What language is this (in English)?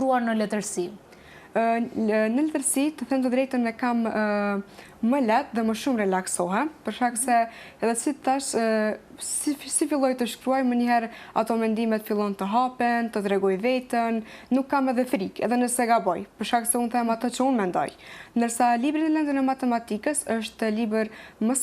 Albanian